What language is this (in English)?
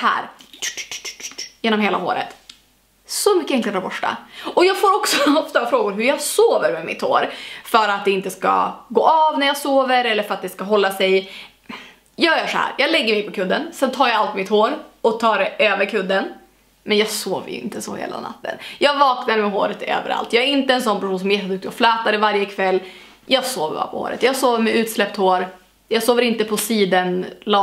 Swedish